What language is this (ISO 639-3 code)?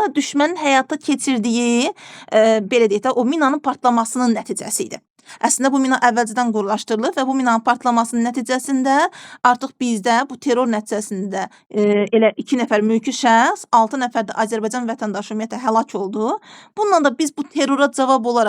aze